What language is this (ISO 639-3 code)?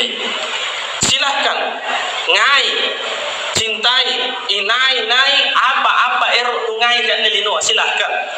mak